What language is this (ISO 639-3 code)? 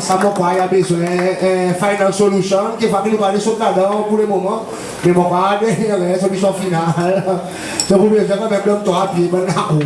crs